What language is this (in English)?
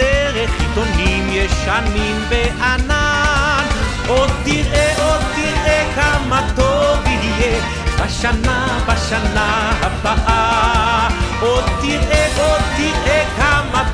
Hebrew